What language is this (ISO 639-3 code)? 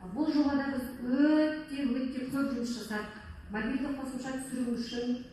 kaz